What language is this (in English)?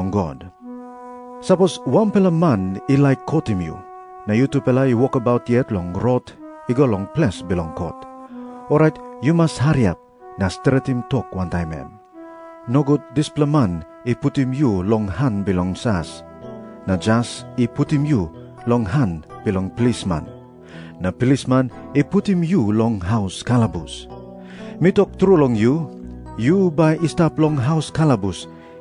Tok Pisin